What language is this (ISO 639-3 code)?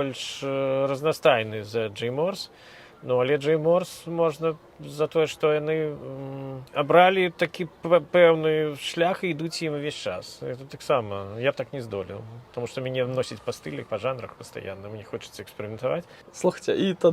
bel